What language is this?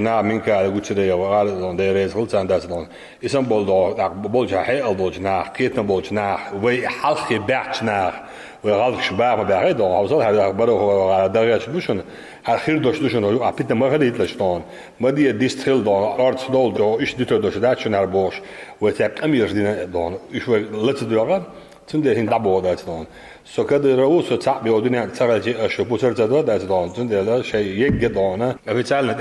Chechen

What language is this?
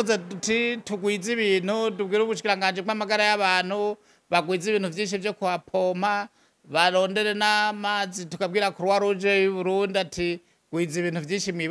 Rundi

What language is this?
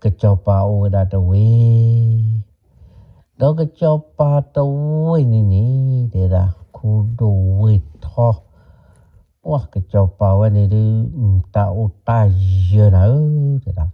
S'gaw Karen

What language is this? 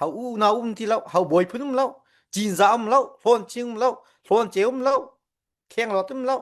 Falam Chin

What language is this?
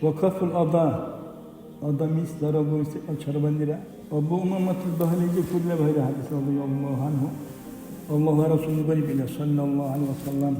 Dargwa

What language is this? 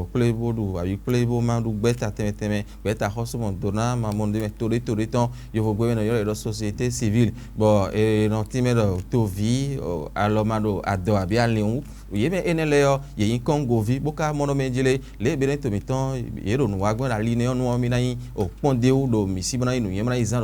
Fon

